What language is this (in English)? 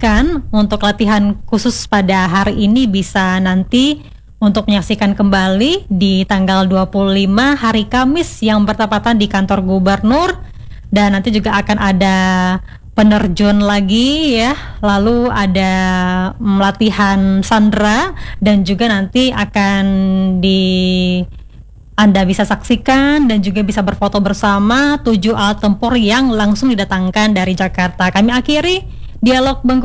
Indonesian